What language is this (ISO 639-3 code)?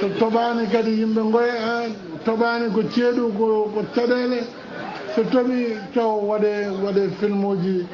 ful